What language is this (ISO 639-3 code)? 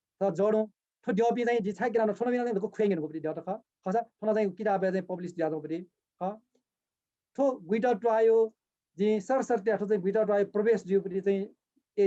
new